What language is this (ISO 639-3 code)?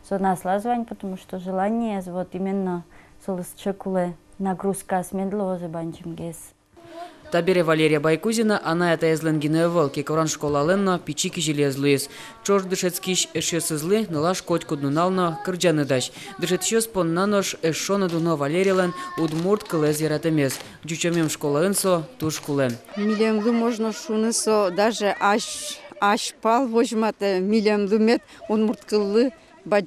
udm